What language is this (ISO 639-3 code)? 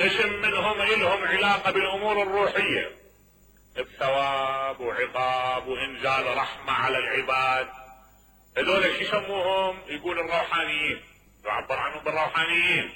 acm